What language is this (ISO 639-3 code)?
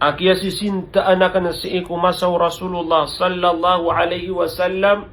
mrw